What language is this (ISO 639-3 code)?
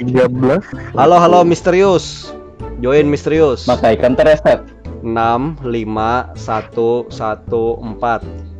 bjn